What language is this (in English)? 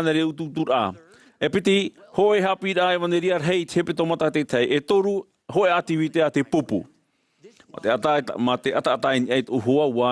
Tahitian